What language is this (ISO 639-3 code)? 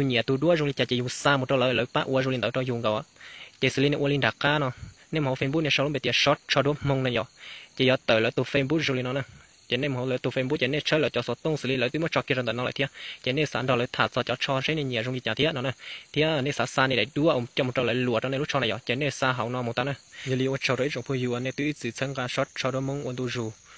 hmn